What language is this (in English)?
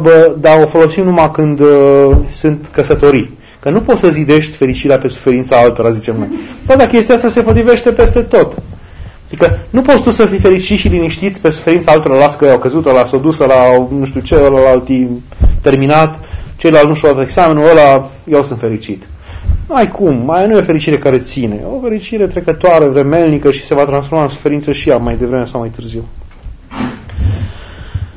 Romanian